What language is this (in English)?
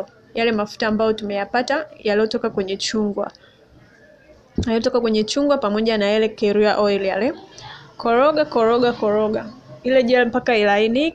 Swahili